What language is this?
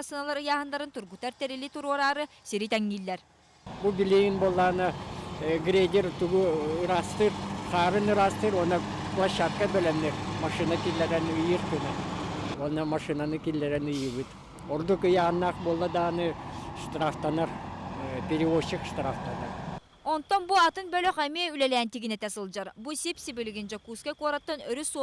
Yakut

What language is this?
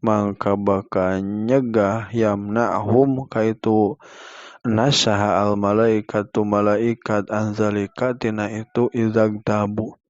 Sundanese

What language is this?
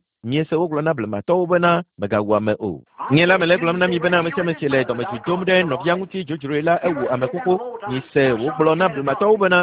Ewe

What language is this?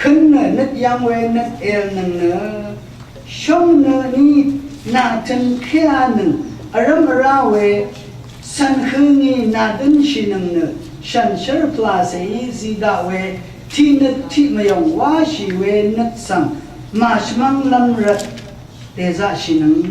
Rawang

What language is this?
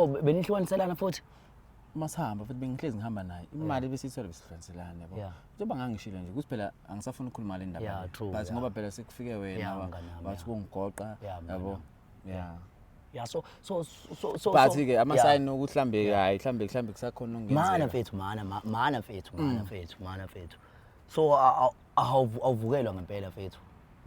Zulu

